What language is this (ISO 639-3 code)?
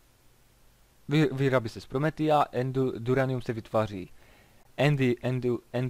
ces